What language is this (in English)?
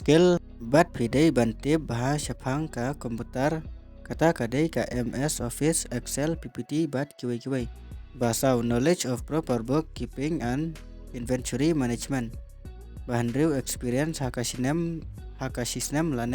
Khasi